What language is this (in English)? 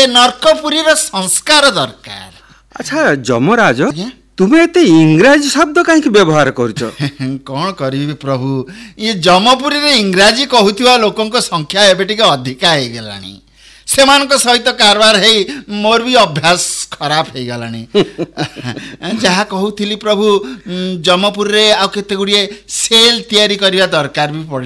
Odia